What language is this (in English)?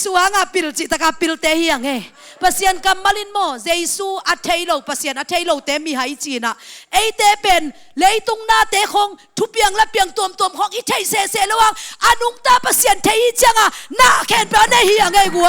Tedim Chin